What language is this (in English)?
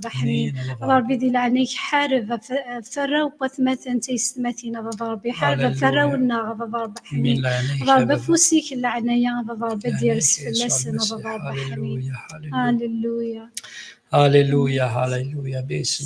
Kabyle